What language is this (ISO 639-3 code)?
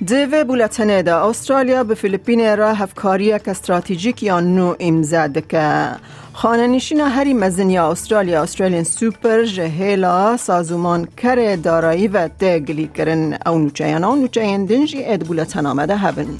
kur